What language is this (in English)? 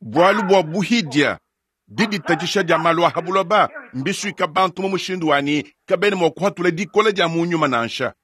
Luba-Lulua